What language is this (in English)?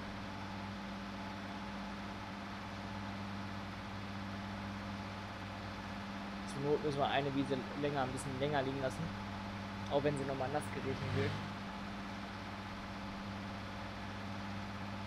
German